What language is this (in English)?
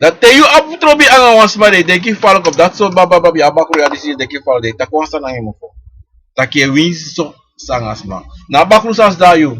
Sranan Tongo